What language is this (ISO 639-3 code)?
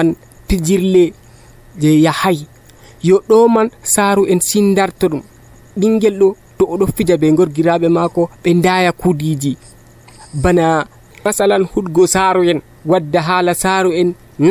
fuv